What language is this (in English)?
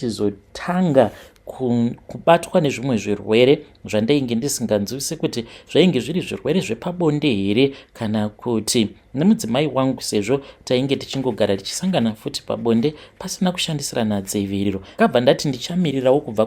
Shona